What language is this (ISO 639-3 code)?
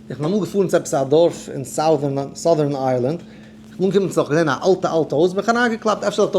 yid